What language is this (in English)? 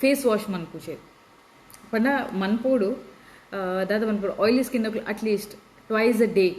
Tulu